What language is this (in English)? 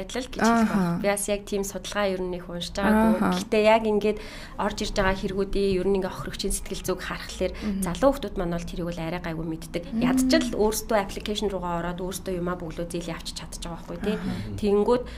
Mongolian